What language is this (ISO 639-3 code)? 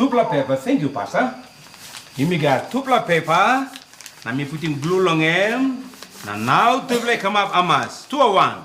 tpi